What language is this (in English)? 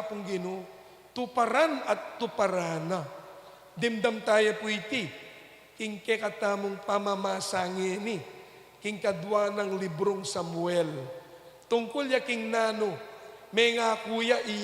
Pampanga